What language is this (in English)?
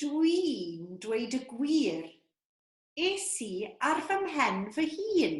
Welsh